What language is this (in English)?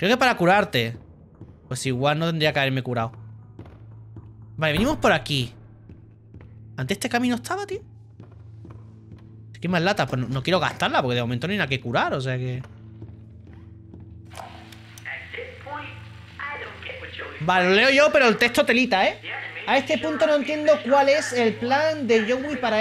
Spanish